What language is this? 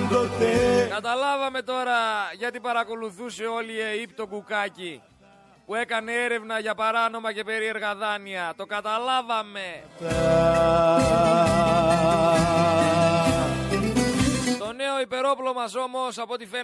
Greek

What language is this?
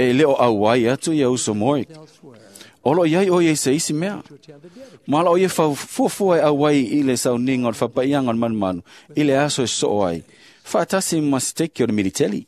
Samoan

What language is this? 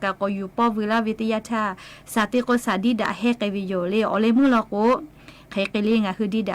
Lahu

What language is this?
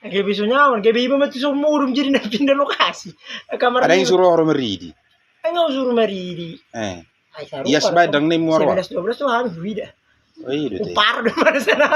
Batak Toba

